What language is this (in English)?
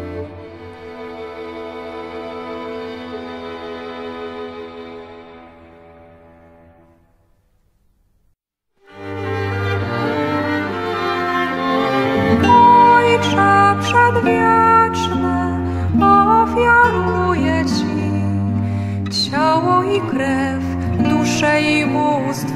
Polish